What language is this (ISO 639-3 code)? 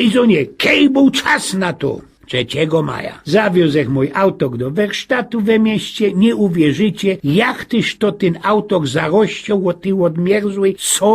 szl